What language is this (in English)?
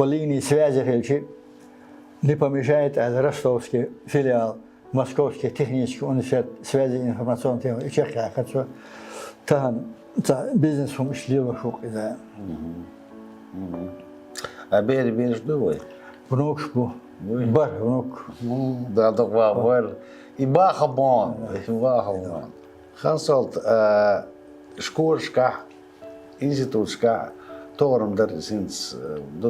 Chechen